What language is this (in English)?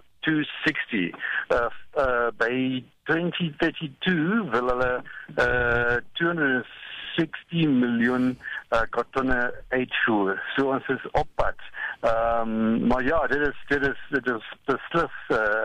Afrikaans